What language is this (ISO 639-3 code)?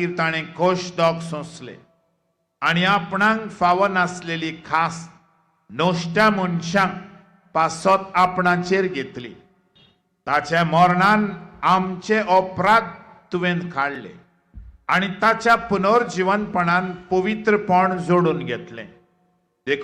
kok